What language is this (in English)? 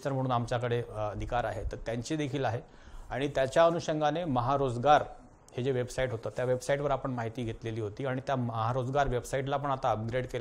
Marathi